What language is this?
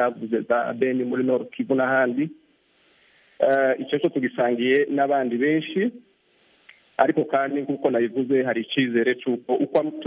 Kinyarwanda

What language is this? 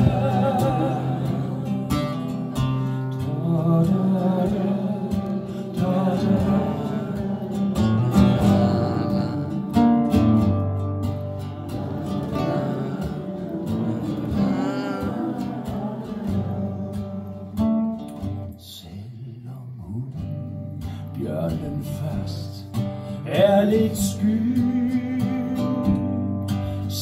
Danish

